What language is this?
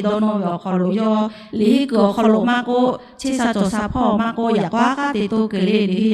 Lahu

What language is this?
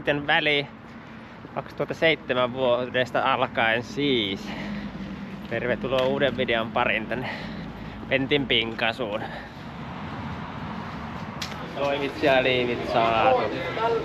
Finnish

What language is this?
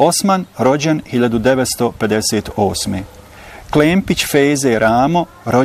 Bosnian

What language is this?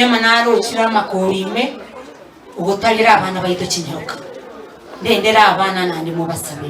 Gusii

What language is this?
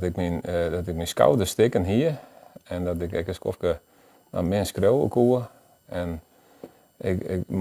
Western Frisian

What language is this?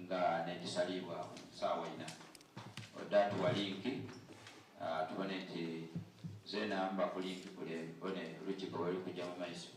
Soga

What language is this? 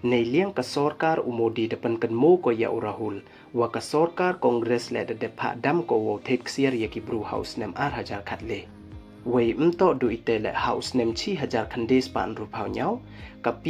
Pnar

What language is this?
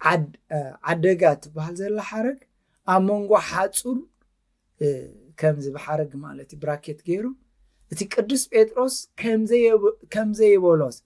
Tigrinya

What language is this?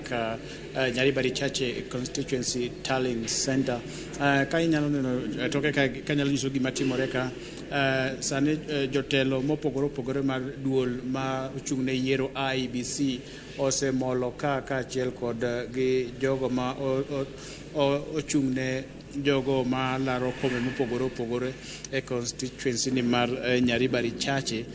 Luo (Kenya and Tanzania)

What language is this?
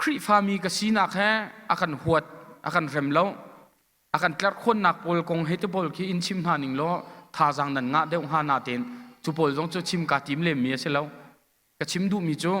Hakha Chin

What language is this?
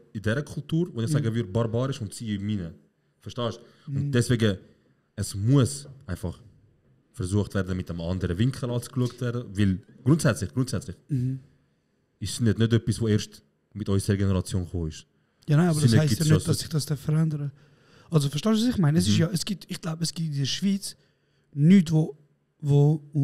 Swiss German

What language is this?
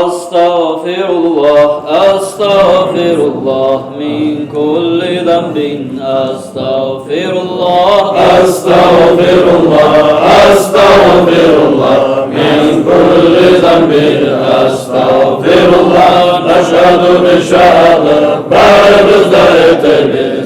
Kumyk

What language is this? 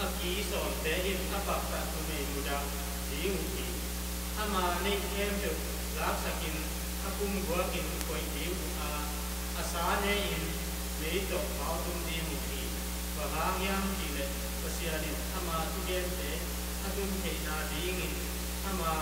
Tedim Chin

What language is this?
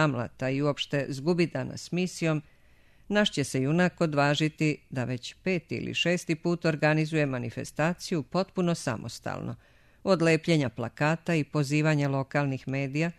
Serbian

